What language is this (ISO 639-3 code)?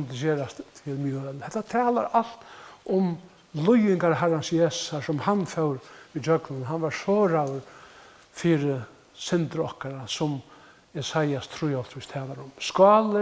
fao